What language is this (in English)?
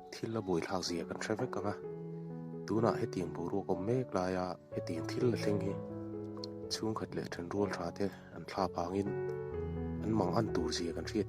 Mizo